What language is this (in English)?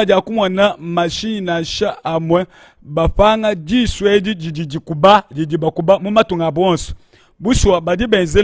Luba-Lulua